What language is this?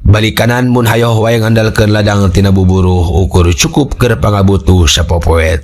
Sundanese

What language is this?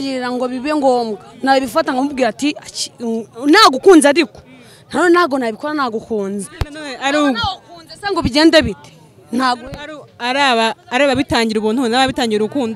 Kinyarwanda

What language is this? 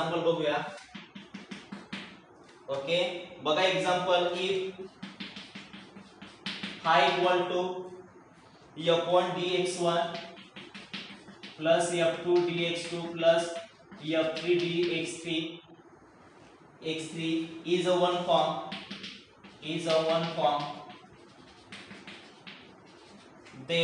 Marathi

